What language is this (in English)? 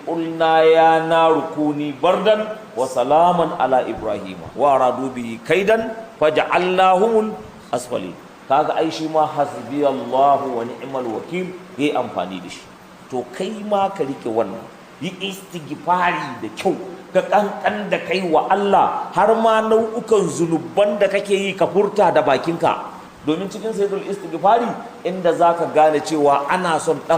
Hausa